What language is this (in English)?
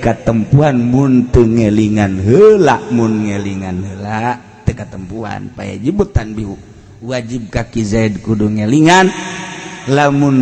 Sundanese